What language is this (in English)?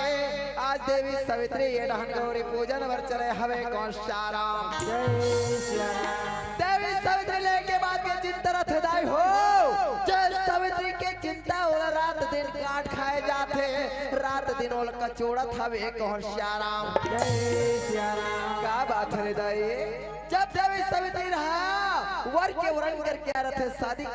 Chhattisgarhi